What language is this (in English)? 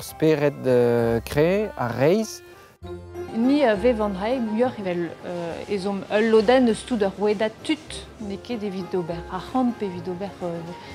Breton